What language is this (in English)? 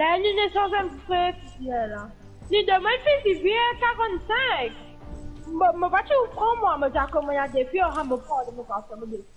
Morisyen